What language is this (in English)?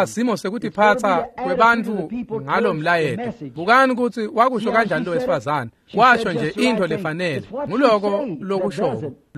Swati